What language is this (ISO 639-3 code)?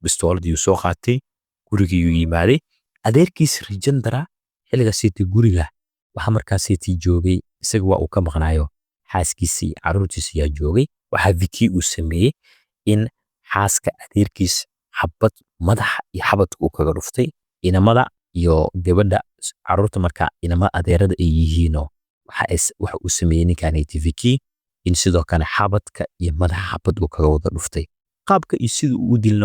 som